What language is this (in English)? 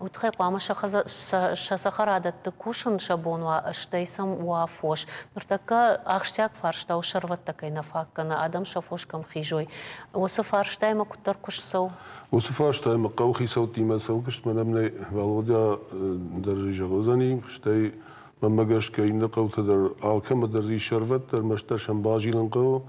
Ossetic